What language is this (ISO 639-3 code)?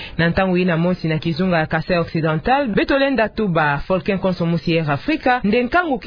ktu